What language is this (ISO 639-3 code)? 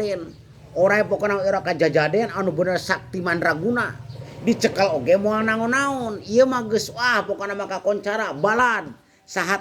sun